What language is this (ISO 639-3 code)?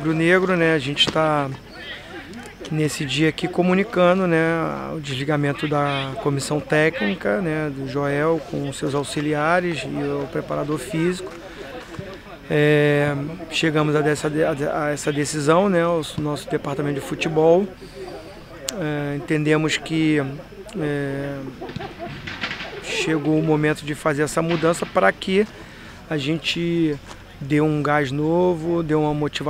por